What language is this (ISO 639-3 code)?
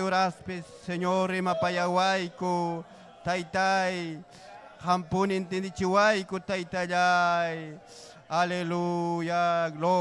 quy